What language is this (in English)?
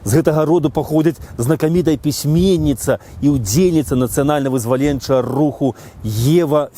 Belarusian